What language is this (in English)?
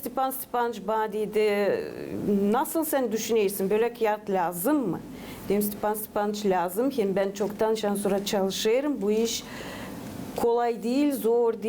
Gagauz